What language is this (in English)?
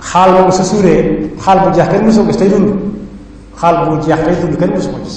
Wolof